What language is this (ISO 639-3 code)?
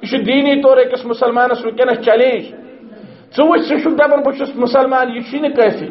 kas